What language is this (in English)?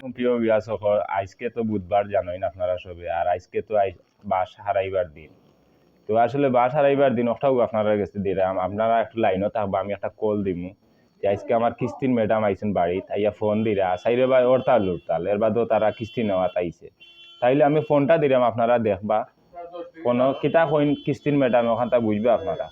Sylheti